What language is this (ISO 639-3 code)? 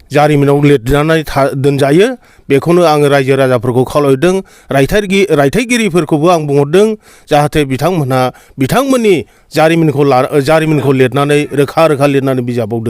brx